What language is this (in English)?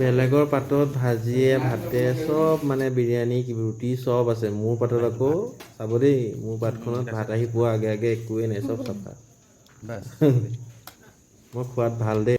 Assamese